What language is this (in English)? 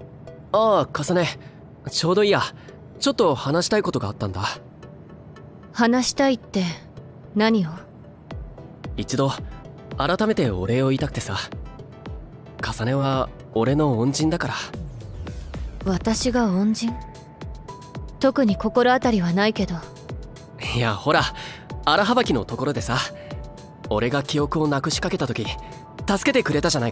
Japanese